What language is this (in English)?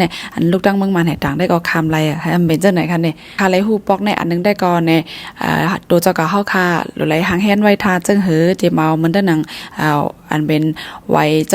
Shan